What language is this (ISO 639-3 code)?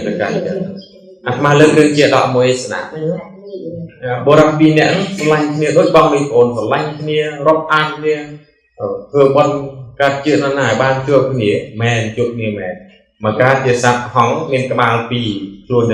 khm